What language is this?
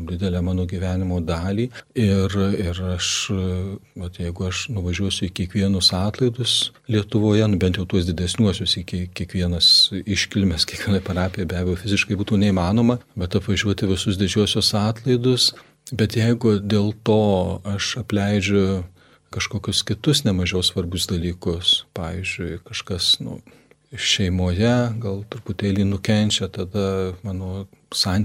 Lithuanian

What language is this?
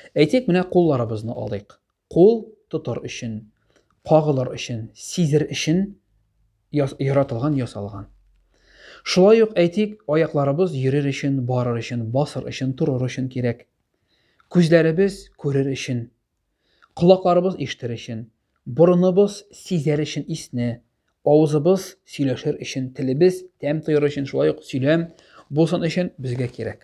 Tatar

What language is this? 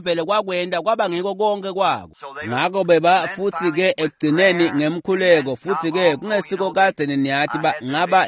Swati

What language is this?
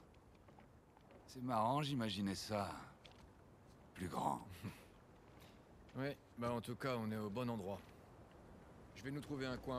French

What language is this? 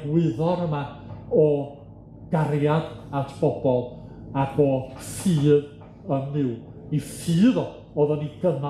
Welsh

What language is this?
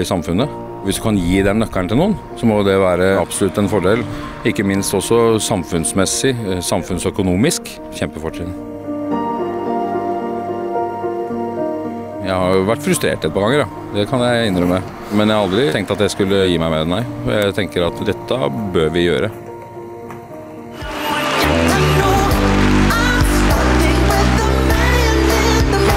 Norwegian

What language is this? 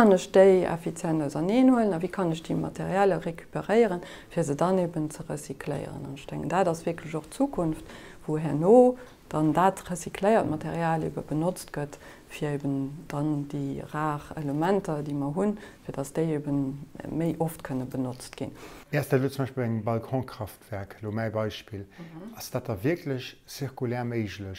Luxembourgish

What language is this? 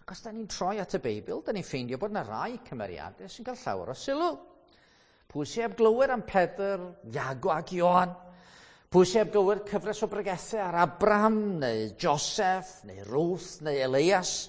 Welsh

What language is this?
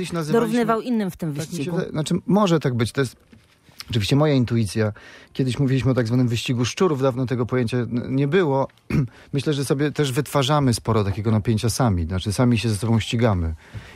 Polish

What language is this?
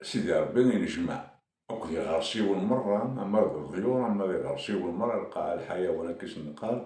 Kabyle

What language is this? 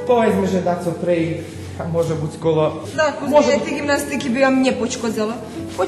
Rusyn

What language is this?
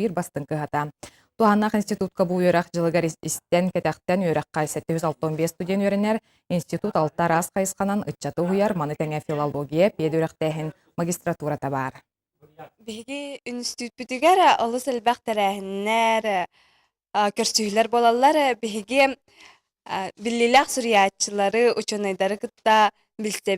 Yakut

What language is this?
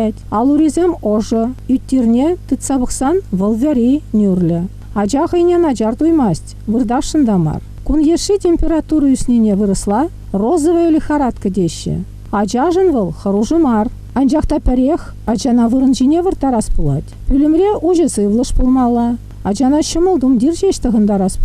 Chuvash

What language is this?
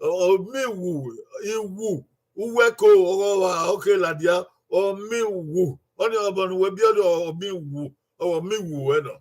Bini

